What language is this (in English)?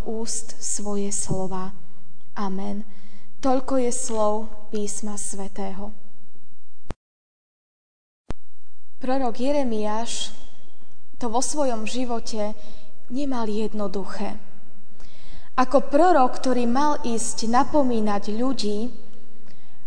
Slovak